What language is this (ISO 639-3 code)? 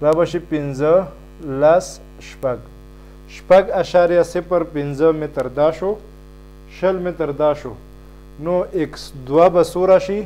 pus